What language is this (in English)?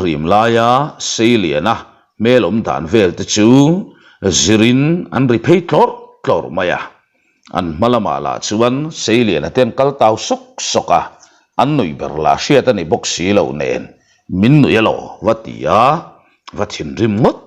Mizo